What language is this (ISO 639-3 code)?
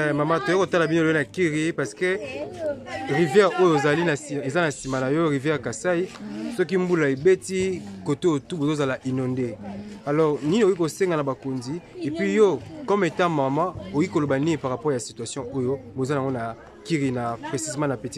lin